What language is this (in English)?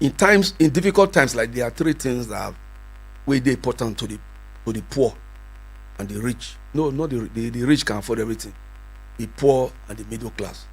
Nigerian Pidgin